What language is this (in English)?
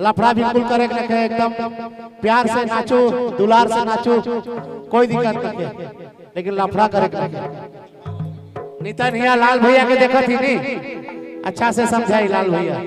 Sadri